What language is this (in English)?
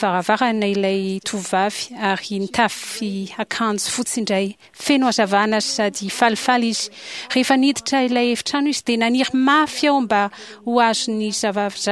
Malagasy